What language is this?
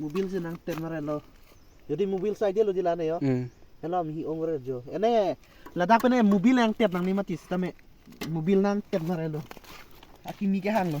Karbi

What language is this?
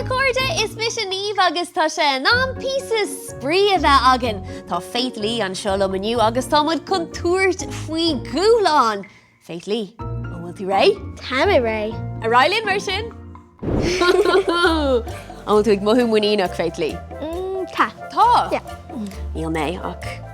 Irish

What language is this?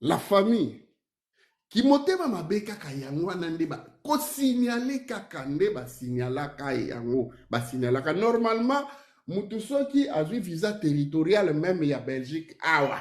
Lingala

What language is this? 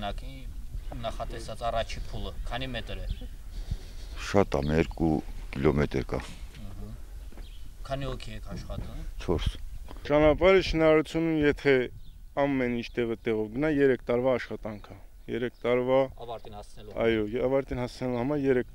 Armenian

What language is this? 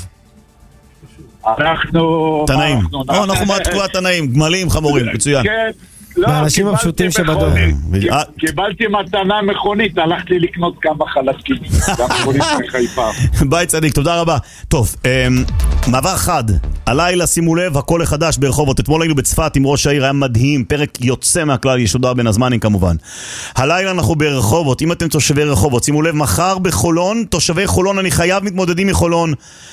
Hebrew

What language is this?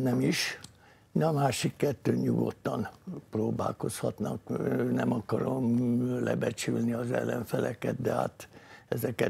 Hungarian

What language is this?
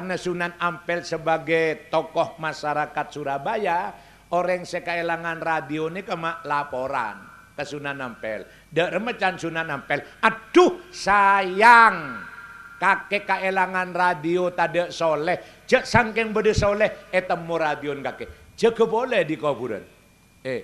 Madurese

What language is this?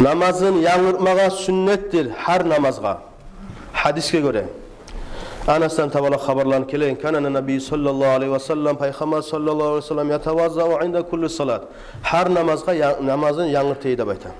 Kumyk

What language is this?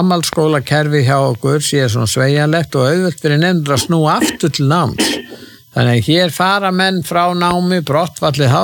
Icelandic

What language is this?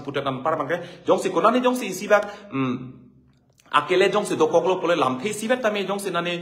Karbi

